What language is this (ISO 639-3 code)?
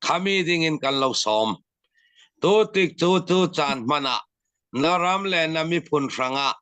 cfm